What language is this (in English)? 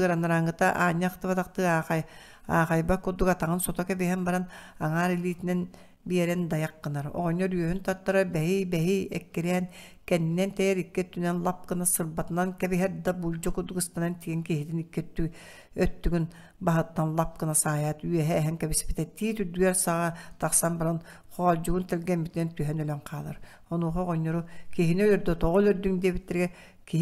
Yakut